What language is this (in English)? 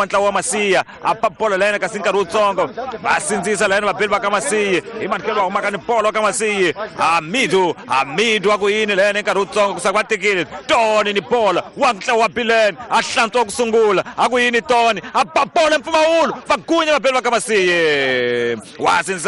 Tsonga